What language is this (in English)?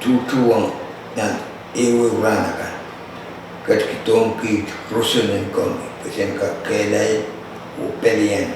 Pohnpeian